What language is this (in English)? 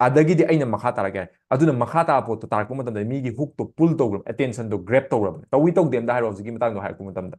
Manipuri